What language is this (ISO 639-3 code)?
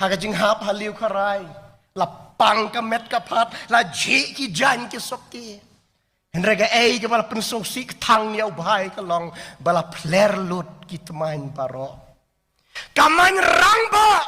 kha